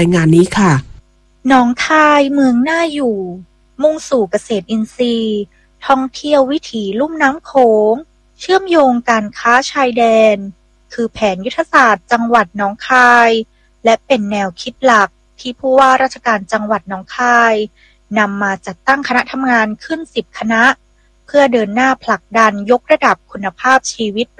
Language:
Thai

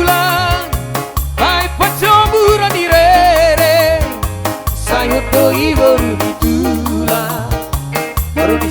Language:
Batak Toba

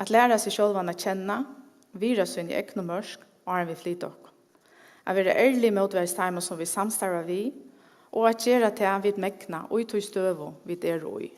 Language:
Faroese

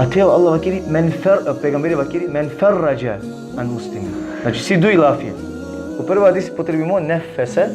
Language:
Balkan Romani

